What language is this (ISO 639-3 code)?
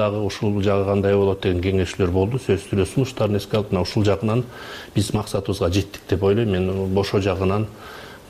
kir